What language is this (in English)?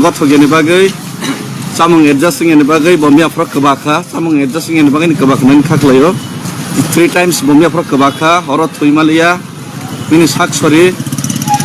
Kok Borok